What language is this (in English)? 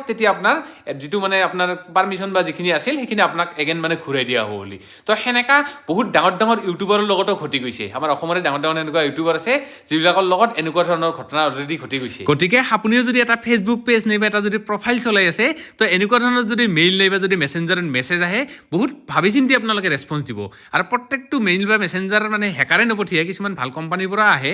Assamese